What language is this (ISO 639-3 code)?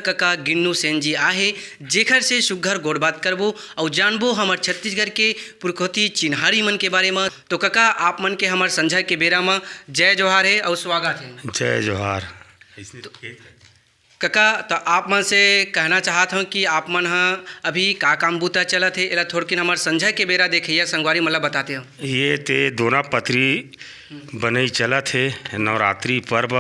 hne